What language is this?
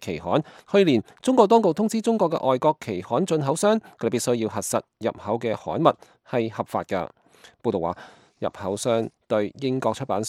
Cantonese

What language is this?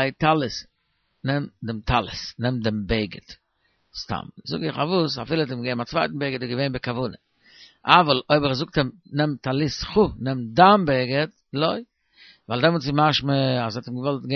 Yiddish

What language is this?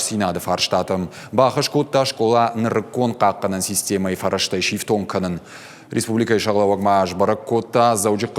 Ossetic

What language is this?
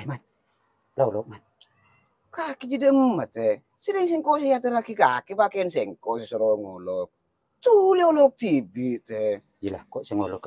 Madurese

